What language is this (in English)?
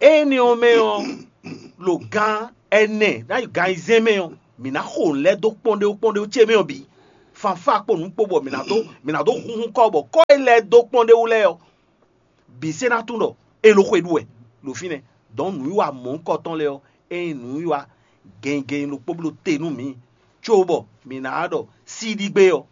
Fon